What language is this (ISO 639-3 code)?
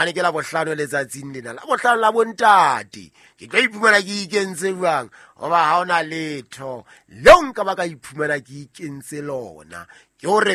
sot